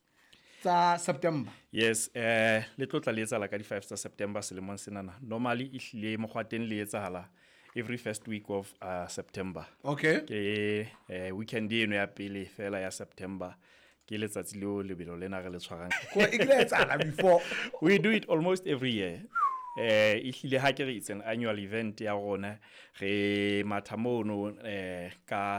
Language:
Southern Sotho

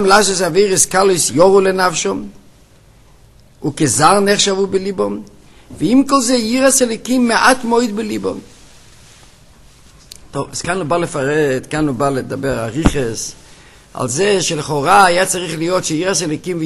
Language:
Hebrew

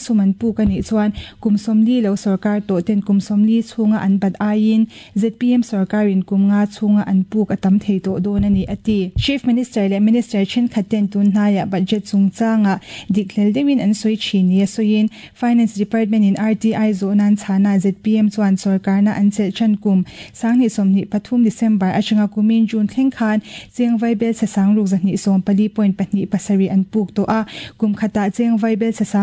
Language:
Mizo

